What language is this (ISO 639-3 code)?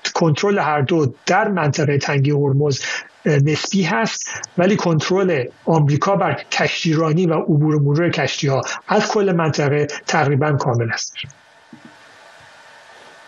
fas